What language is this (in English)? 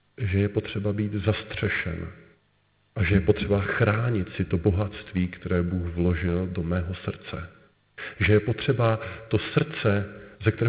Czech